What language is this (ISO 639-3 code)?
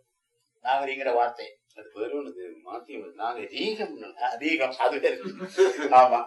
tam